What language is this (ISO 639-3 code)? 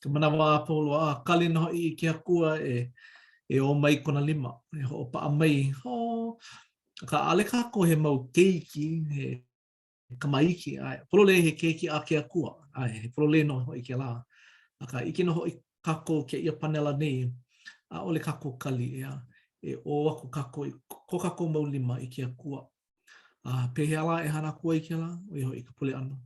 haw